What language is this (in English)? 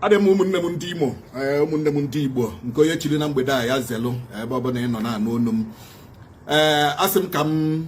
Igbo